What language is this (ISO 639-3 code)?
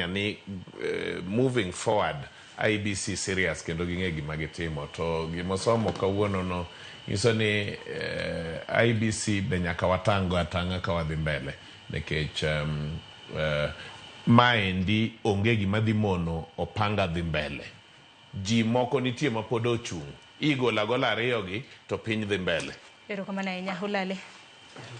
luo